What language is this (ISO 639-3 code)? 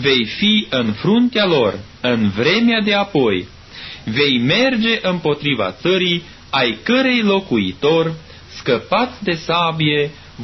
ron